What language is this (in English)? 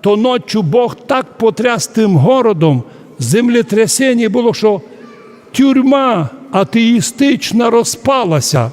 Rusyn